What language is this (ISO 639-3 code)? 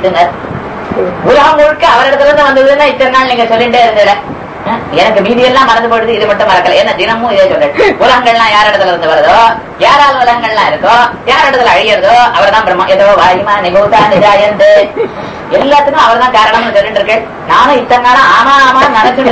tam